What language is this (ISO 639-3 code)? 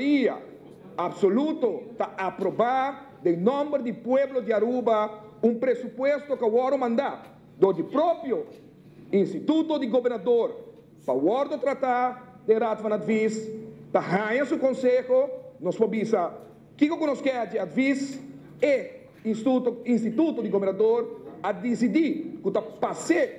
pap